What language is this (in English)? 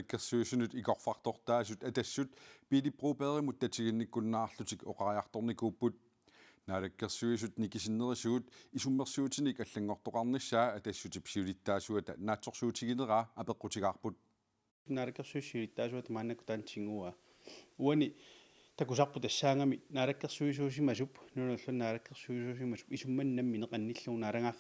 Kalaallisut